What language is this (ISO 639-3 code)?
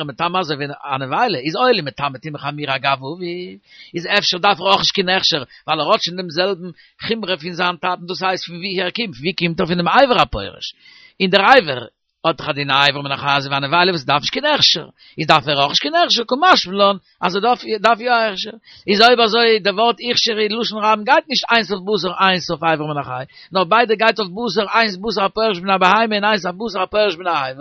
yid